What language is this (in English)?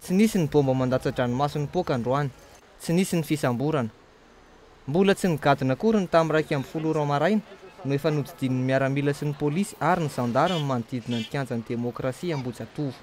Malagasy